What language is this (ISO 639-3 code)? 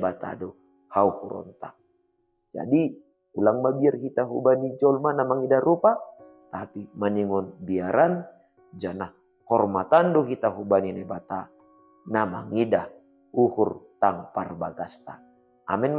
bts